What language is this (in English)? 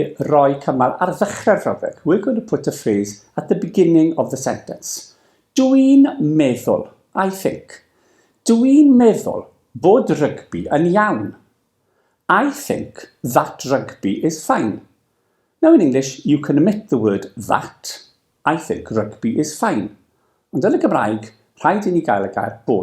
Welsh